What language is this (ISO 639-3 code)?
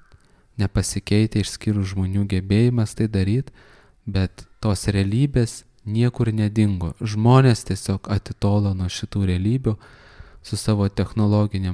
lit